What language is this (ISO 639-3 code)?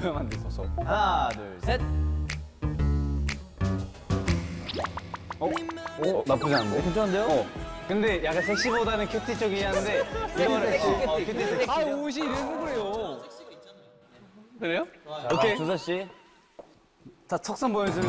kor